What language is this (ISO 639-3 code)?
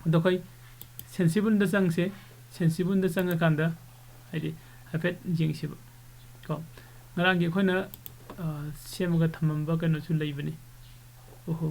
mni